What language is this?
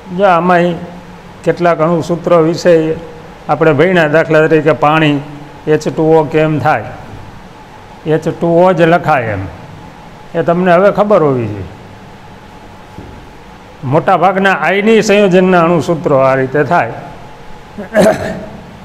Gujarati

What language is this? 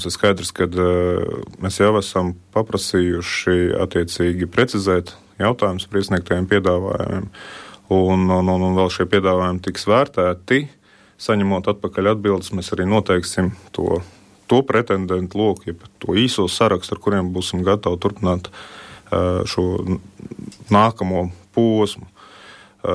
Latvian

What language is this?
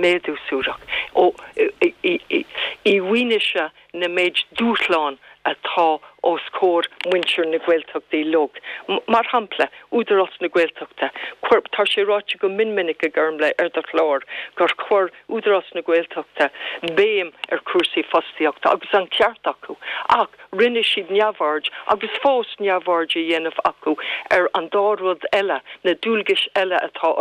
Irish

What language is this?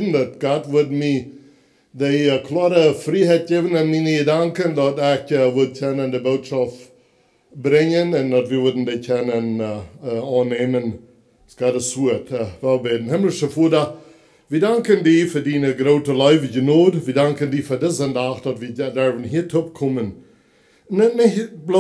Plautdietsch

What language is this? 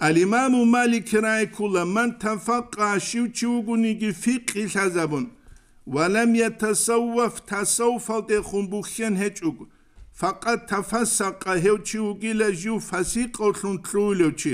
Avaric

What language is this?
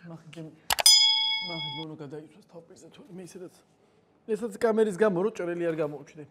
Georgian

